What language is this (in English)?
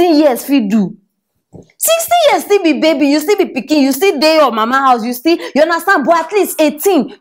Nigerian Pidgin